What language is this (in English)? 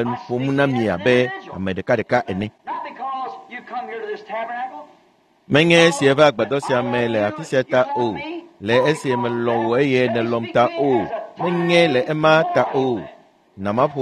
Ewe